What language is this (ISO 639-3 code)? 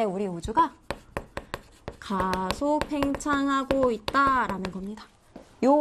kor